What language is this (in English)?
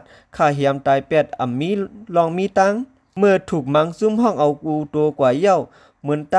Shan